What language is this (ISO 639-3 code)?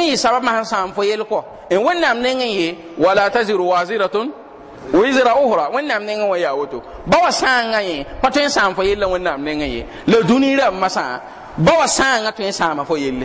mos